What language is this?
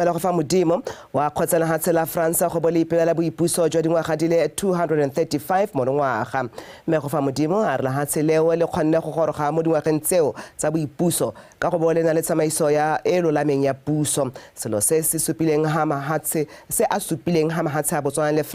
Tswana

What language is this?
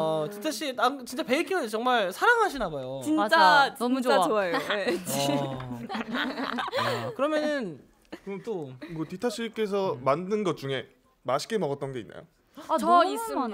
Korean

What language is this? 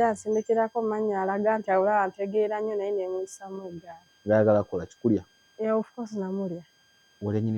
Ganda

